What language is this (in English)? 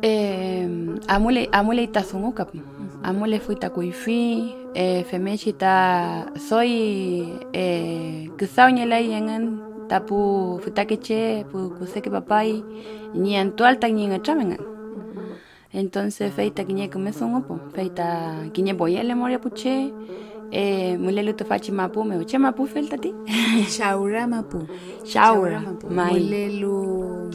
Mapuche